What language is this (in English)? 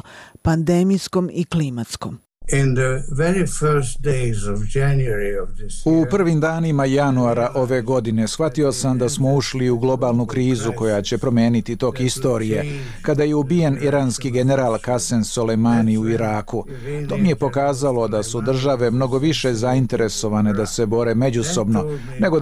Bosnian